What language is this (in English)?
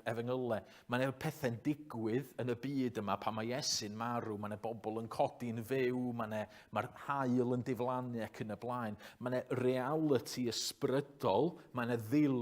Welsh